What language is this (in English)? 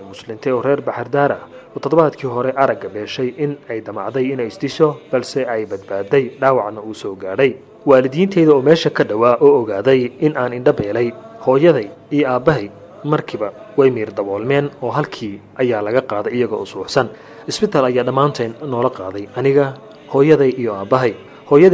Somali